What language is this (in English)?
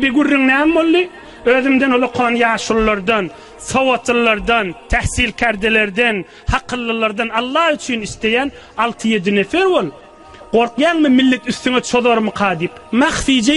Turkmen